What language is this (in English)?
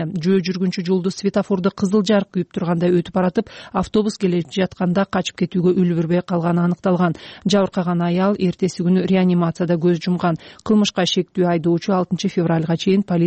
Kyrgyz